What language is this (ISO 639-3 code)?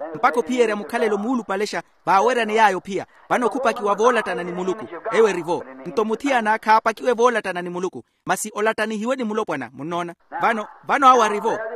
vmw